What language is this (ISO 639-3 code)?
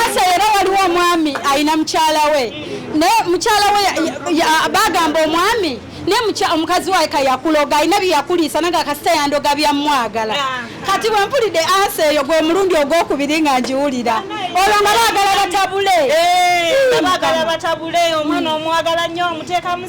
lug